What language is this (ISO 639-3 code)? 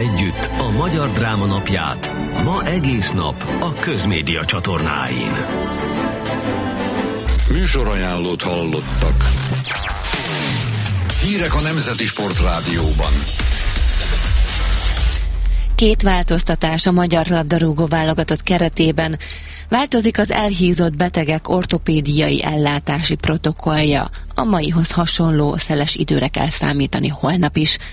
hun